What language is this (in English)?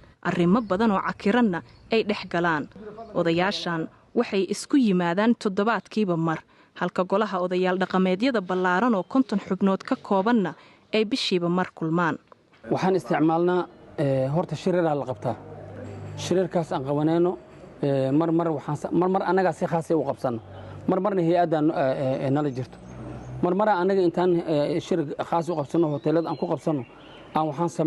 Somali